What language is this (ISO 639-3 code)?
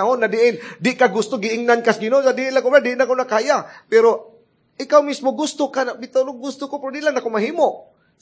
ceb